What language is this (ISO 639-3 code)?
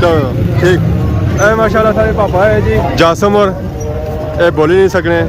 phr